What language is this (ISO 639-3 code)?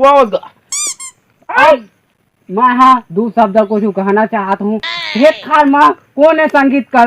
hne